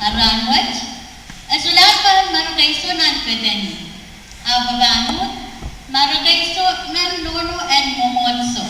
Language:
Pohnpeian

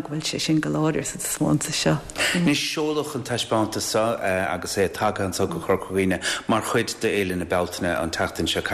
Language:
Irish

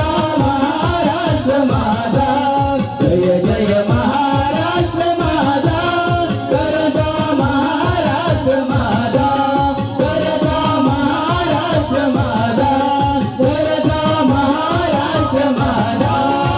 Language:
Marathi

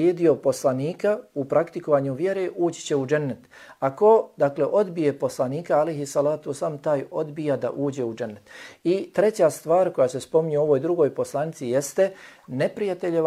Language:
Bosnian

